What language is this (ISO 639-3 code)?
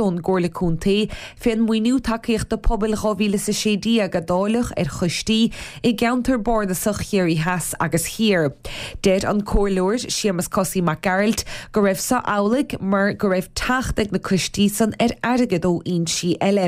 gle